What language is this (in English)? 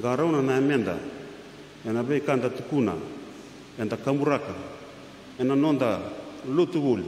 Fijian